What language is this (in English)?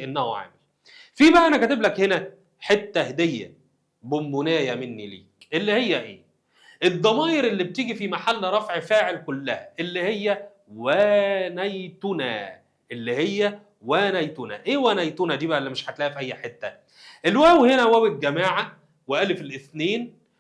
Egyptian Arabic